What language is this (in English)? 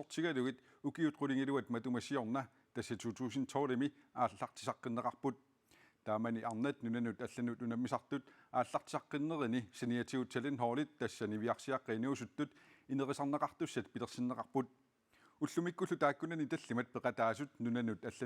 Kalaallisut